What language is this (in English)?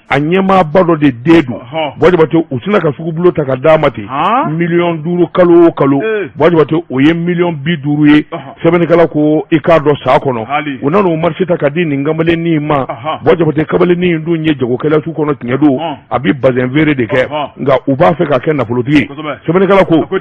Bambara